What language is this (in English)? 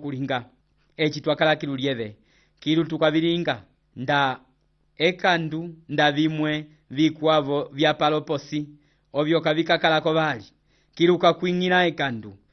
Umbundu